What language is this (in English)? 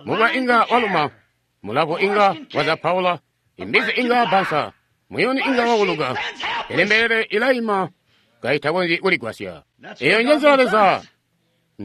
Tonga (Zambia)